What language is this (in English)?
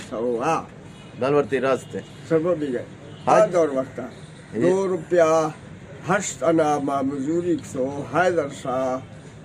Eastern Balochi